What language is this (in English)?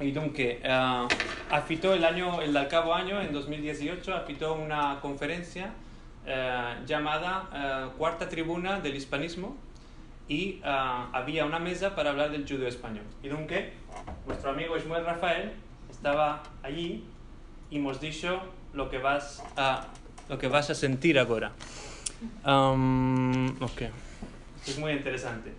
Ladino